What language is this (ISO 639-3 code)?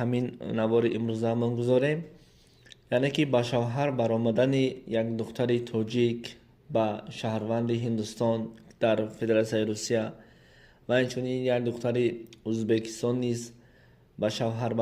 tgk